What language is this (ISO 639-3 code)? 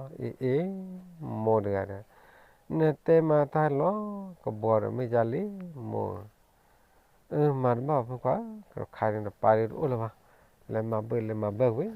ksw